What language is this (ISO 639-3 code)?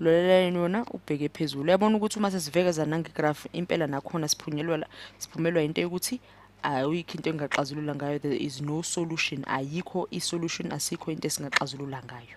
zul